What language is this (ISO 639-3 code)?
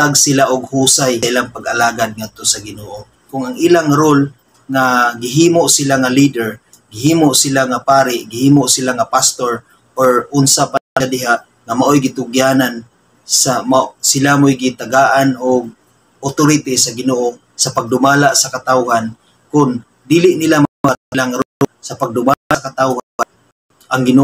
ceb